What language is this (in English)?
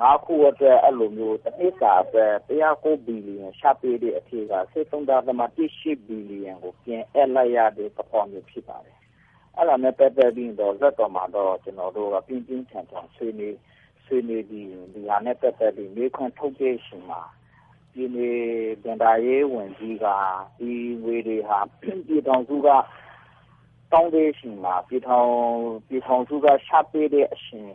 Burmese